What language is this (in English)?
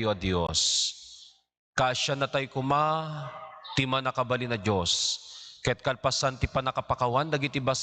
Iloko